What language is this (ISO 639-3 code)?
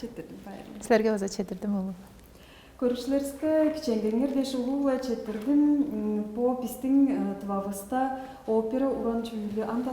tyv